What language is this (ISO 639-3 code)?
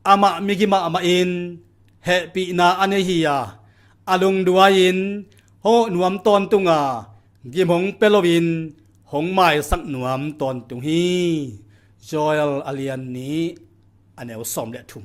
ctd